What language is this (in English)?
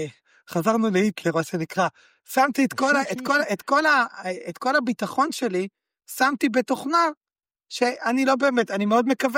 Hebrew